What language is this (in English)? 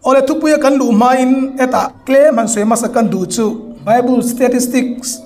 Hmar